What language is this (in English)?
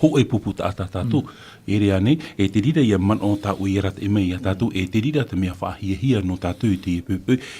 Tahitian